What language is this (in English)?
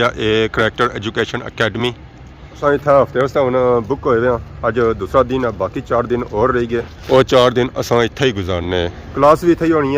Pahari-Potwari